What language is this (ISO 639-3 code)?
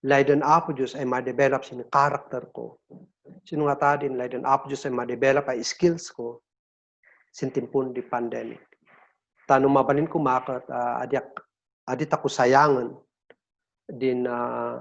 kne